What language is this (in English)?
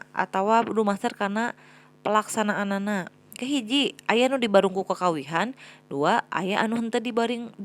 Sundanese